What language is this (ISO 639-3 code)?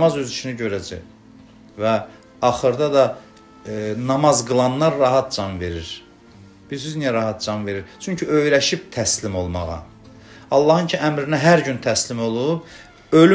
aze